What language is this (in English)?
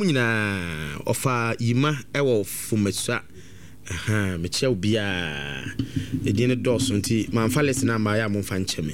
Akan